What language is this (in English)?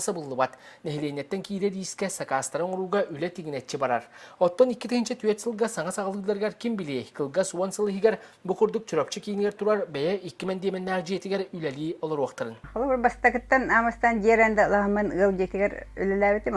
Yakut